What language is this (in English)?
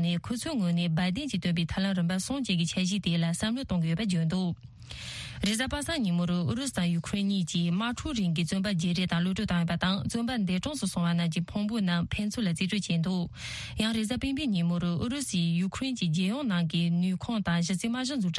Tibetan